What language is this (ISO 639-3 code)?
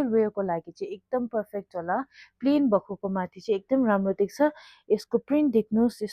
nep